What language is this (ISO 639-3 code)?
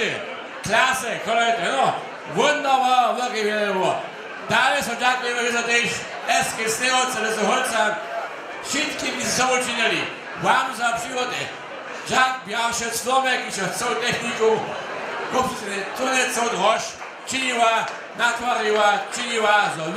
hsb